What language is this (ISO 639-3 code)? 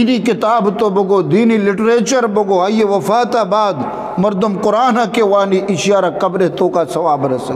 bgp